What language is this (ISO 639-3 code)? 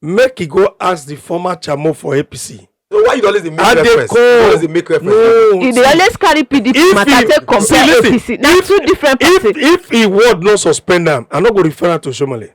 pcm